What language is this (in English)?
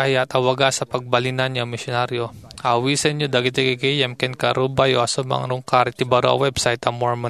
Iloko